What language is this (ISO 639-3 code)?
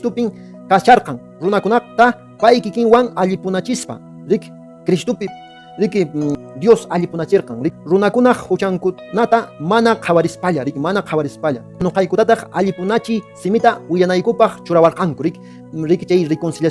que